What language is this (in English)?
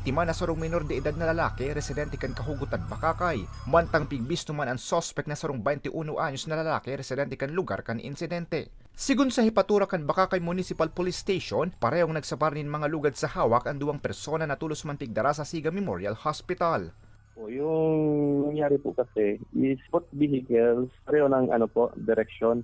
Bikol